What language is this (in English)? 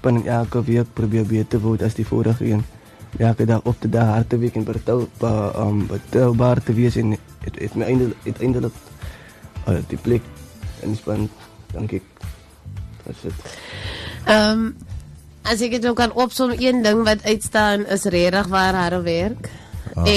Afrikaans